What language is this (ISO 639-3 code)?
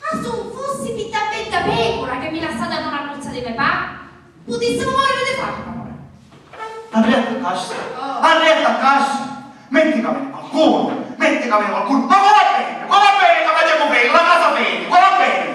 scn